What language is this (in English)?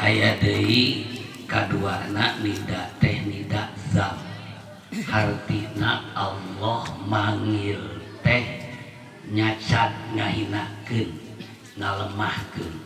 Sundanese